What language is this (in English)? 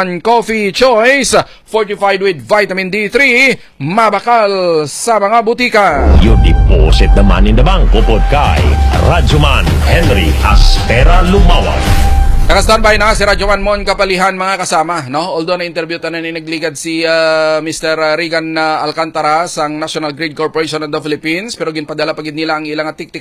Hiligaynon